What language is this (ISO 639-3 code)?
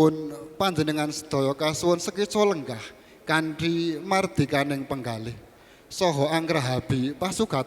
jav